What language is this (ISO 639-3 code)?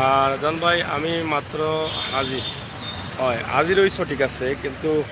syl